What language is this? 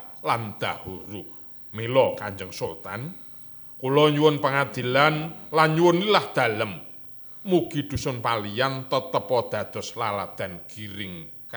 Javanese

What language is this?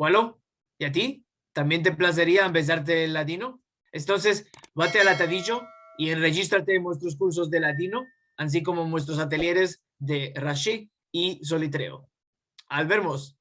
Ladino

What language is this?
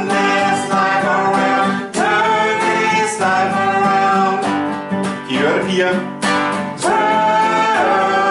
Danish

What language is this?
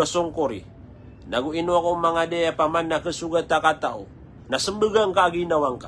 Maranao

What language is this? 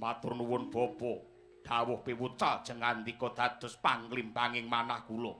Javanese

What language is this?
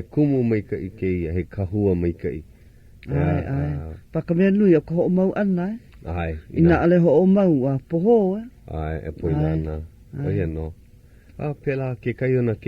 Hawaiian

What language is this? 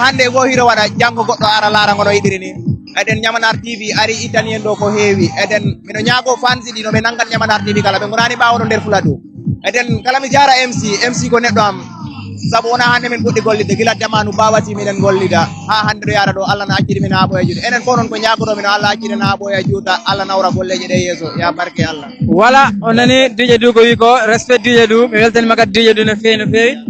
Fula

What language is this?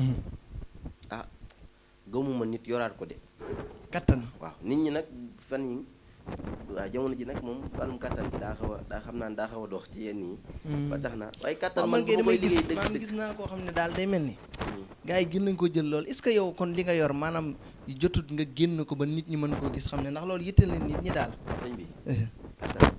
Wolof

